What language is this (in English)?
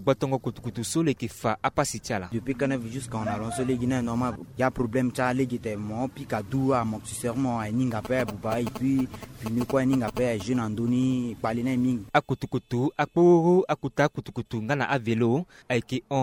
Sango